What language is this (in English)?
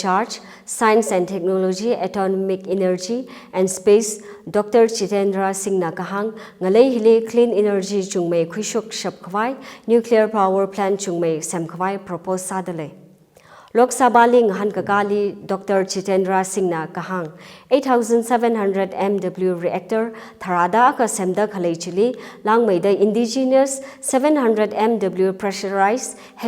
Tangkhul Naga (India)